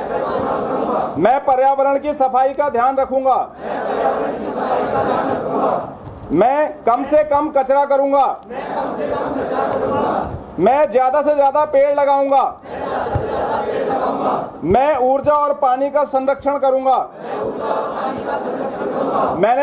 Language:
Hindi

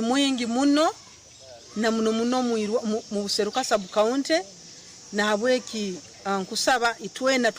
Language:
Nyankole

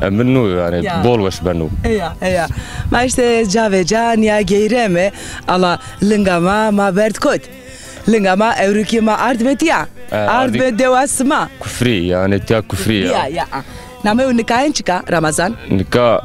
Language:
Zaza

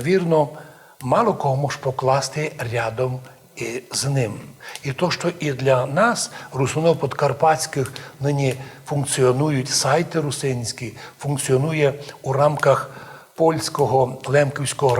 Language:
Rusyn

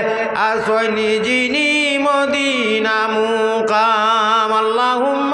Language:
Sylheti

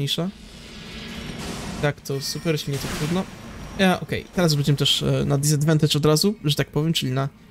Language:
Polish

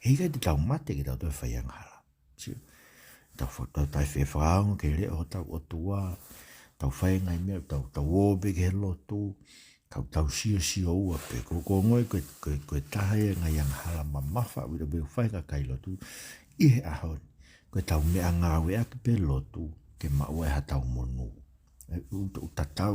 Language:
Tongan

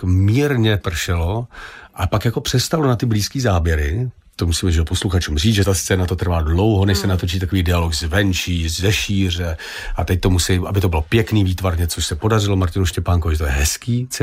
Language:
Czech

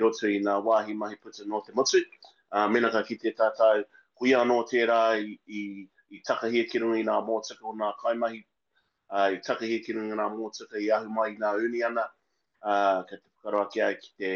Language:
Māori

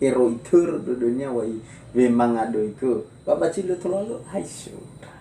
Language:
Nias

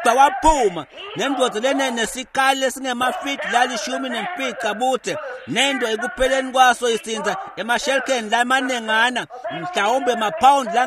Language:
Swati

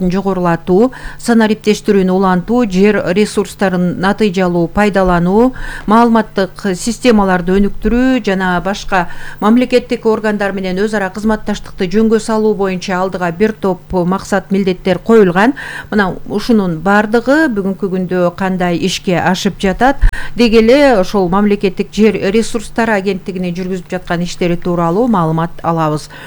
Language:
Kyrgyz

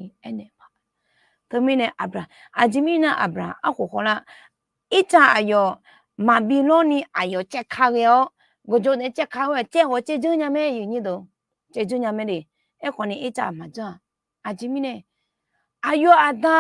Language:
Akha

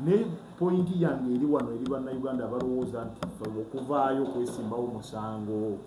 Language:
Ganda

